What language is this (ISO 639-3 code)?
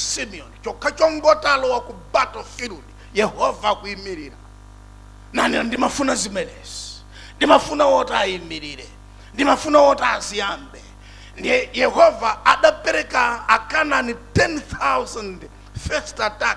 nya